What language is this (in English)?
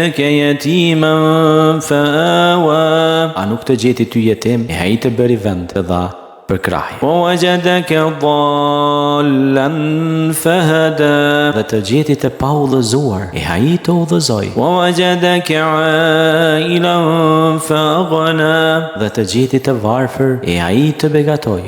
Albanian